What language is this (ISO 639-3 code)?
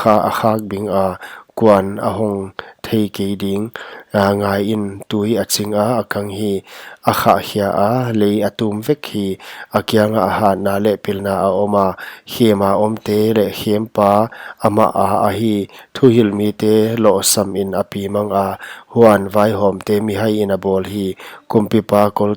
pck